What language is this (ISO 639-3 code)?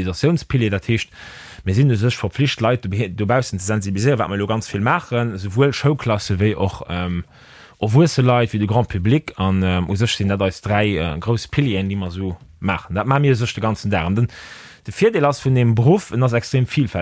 ltz